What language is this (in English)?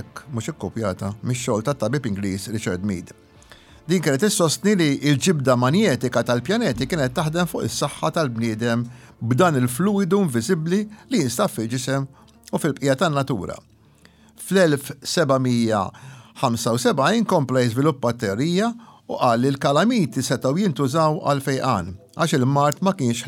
Maltese